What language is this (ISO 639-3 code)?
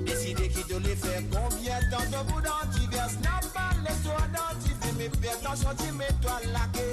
mfe